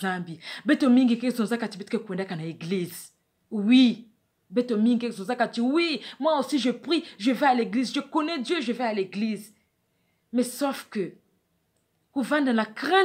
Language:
Kituba (Democratic Republic of Congo)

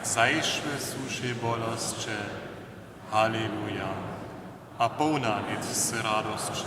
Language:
Upper Sorbian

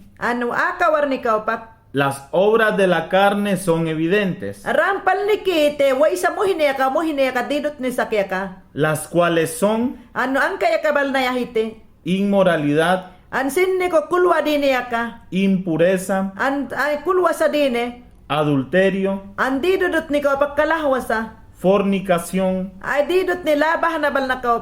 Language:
Mayangna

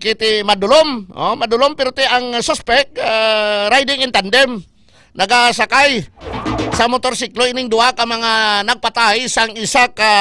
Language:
Hiligaynon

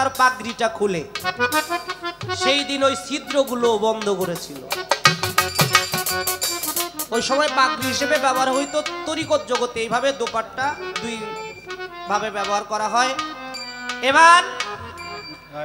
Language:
Bangla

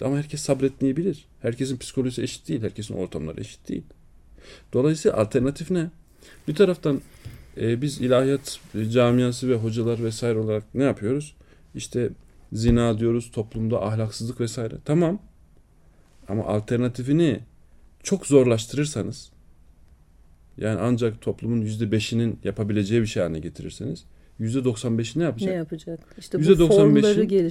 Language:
Turkish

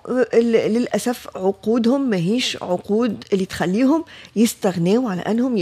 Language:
Tunisian Arabic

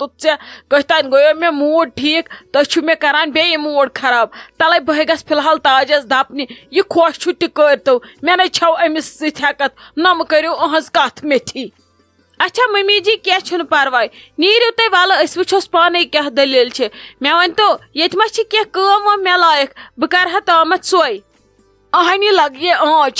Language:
Kashmiri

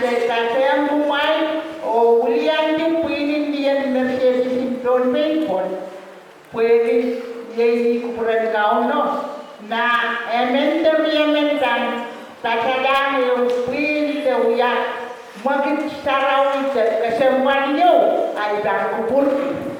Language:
Pohnpeian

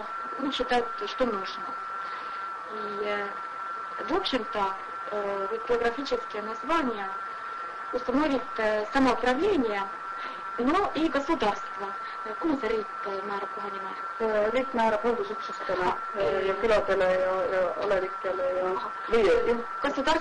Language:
Estonian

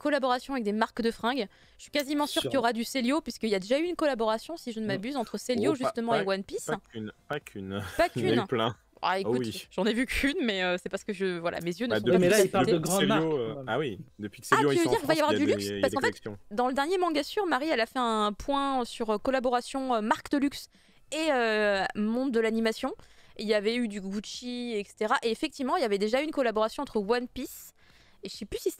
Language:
French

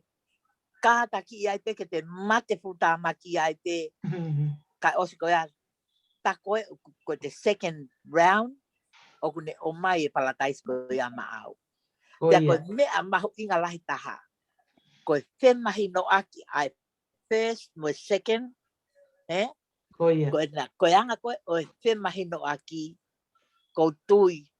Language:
Tongan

